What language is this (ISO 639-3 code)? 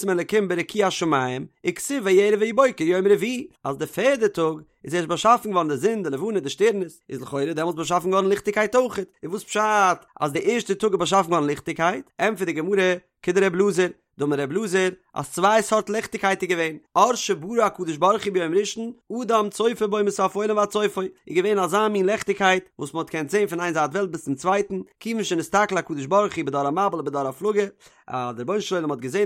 yid